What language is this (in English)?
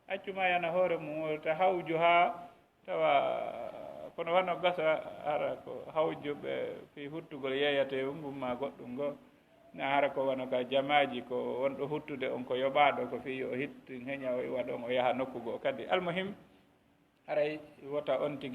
Fula